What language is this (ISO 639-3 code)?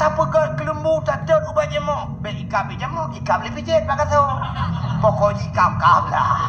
ace